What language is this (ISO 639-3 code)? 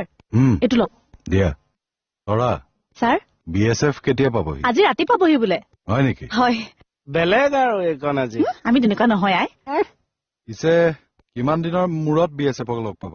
asm